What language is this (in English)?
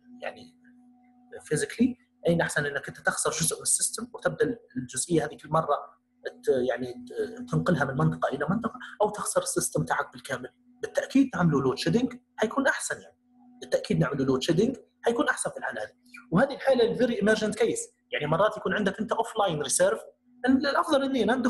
Libyan Arabic